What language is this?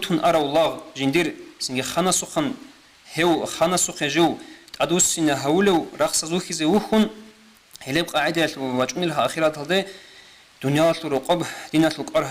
Avaric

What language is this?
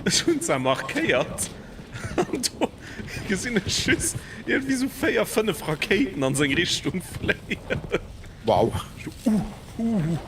Luxembourgish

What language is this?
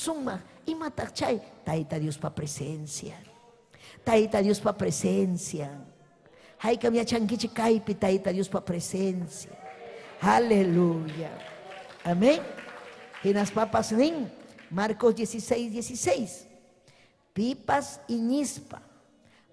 Ayacucho Quechua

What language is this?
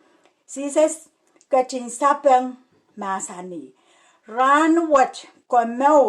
Pohnpeian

